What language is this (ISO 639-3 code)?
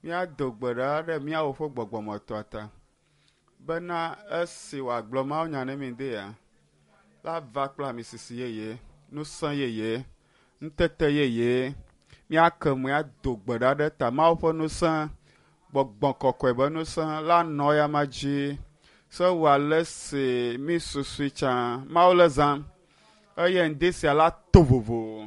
ewe